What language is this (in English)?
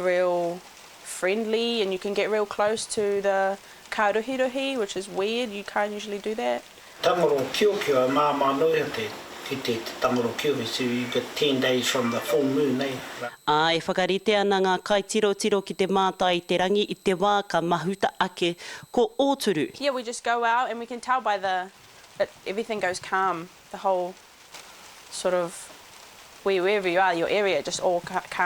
Māori